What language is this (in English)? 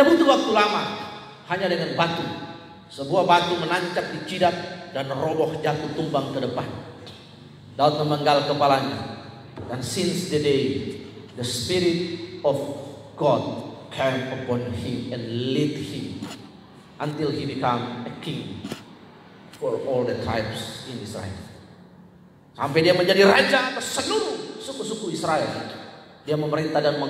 Indonesian